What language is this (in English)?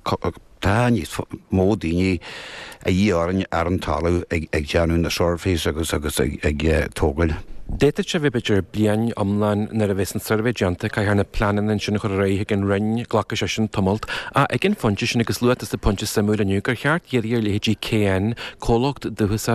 Irish